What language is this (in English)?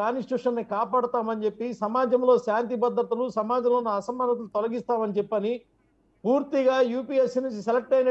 Telugu